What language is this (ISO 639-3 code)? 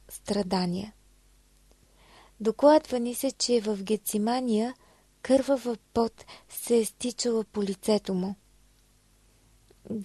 bul